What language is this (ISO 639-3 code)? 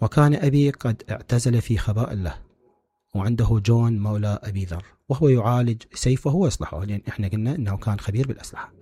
acm